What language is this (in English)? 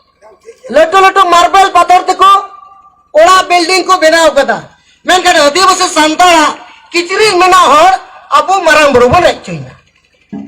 Santali